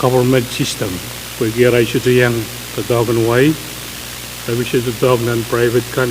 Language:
Pohnpeian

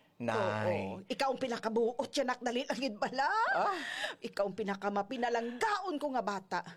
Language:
Hiligaynon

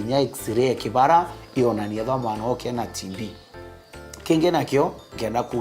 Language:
Meru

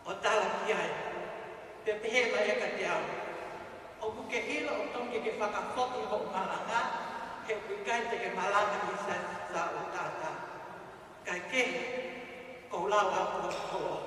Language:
Tongan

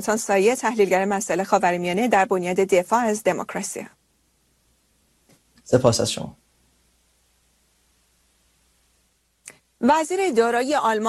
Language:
Persian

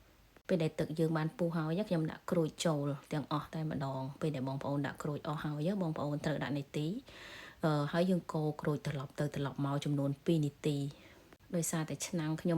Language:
Khmer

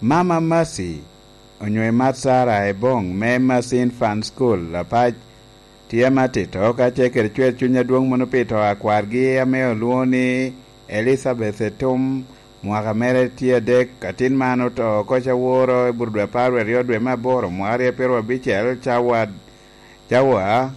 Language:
Lango (Uganda)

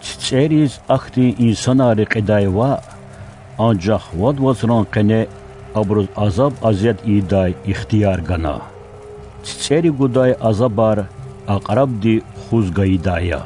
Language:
Lezghian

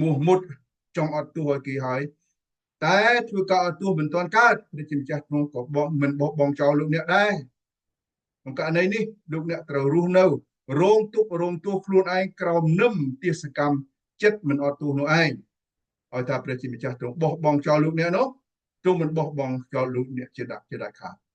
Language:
Khmer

